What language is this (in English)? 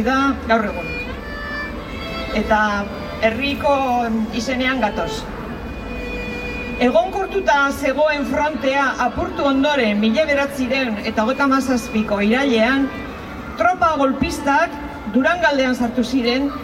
Basque